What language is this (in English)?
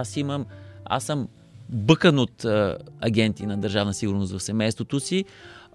Bulgarian